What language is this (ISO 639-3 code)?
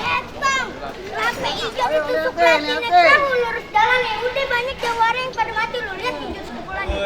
bew